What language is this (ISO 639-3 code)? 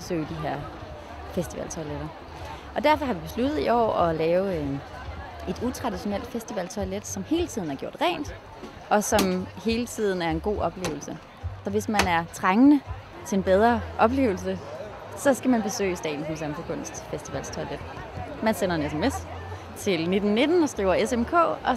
dan